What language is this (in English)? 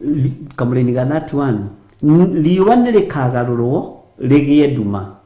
Kikuyu